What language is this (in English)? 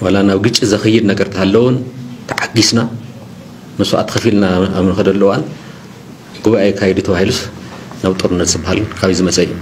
Tigrinya